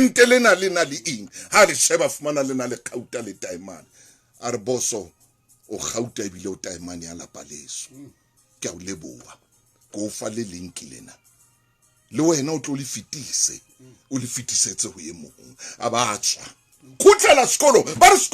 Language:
Southern Sotho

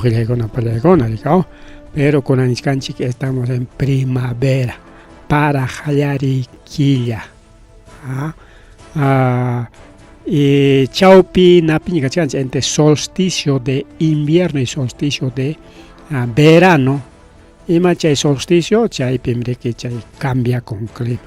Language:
Ayacucho Quechua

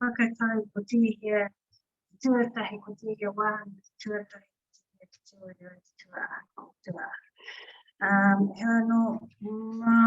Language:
Māori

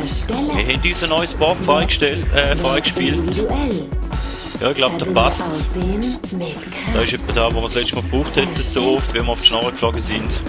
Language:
Swiss German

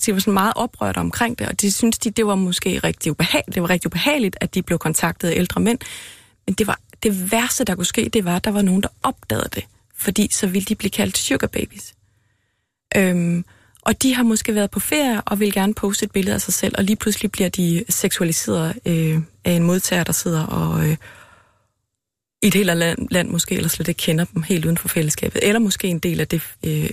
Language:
Danish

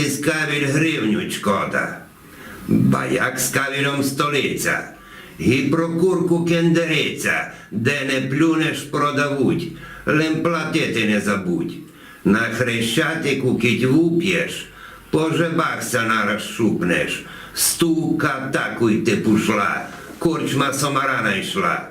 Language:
Rusyn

